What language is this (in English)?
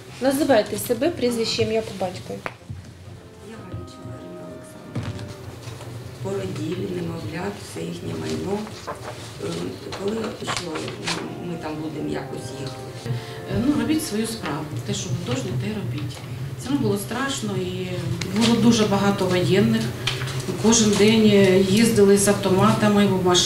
Ukrainian